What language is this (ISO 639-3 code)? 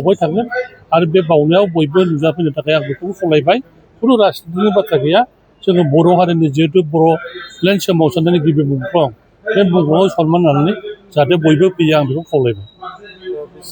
brx